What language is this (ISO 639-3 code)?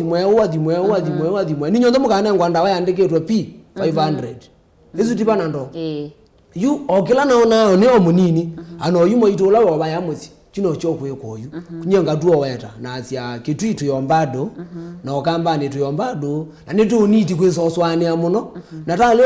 kam